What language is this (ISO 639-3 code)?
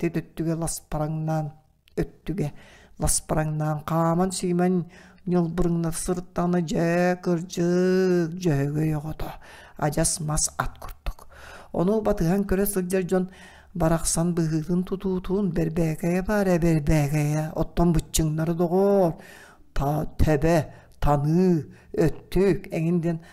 sah